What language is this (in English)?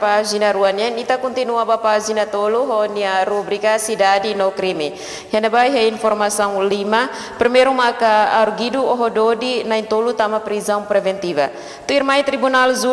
Tetum